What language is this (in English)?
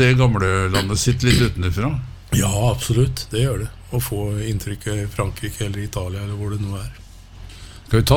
Norwegian